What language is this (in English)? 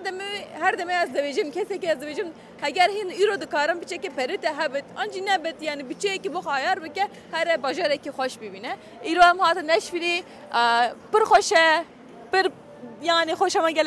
Kurdish